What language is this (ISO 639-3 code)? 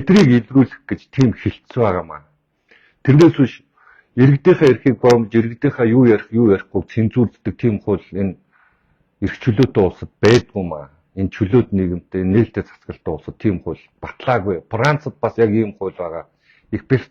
mon